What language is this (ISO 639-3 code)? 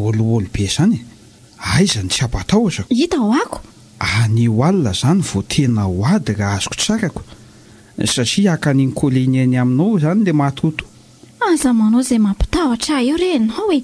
mlg